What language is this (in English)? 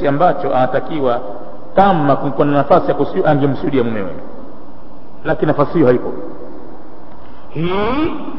Swahili